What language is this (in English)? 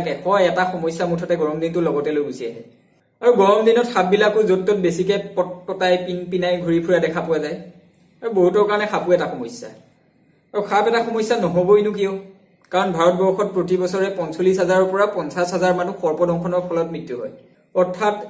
Assamese